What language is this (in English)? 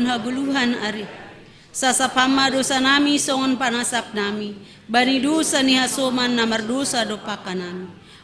Batak Simalungun